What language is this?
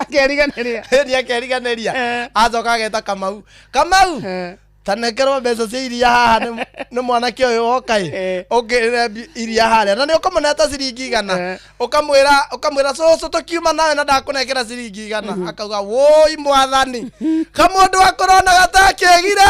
Kikuyu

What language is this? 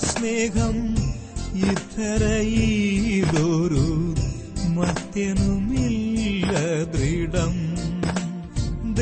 Malayalam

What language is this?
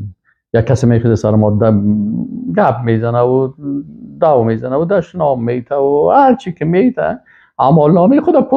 Persian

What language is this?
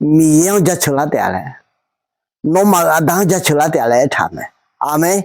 Akha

